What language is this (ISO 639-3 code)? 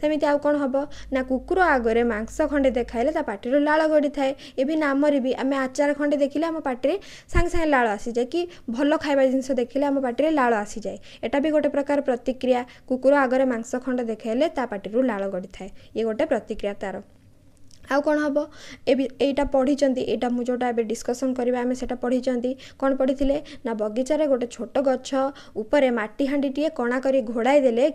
ori